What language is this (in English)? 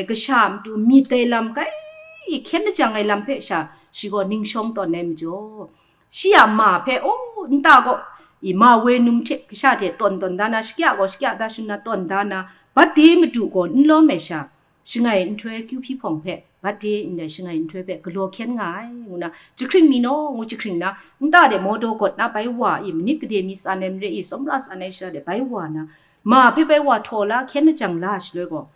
Kachin